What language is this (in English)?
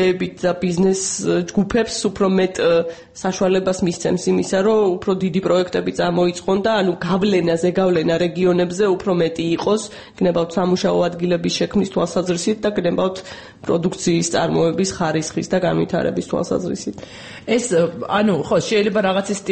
Georgian